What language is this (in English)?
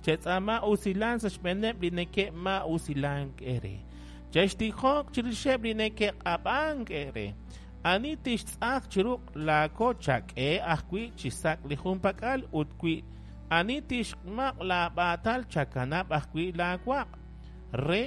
Kekchí